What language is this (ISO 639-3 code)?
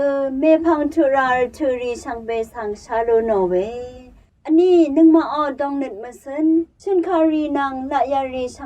raw